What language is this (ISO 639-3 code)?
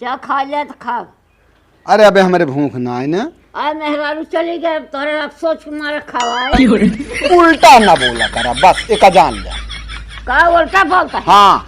awa